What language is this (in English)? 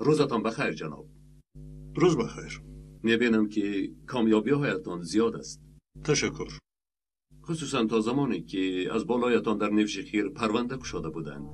Tajik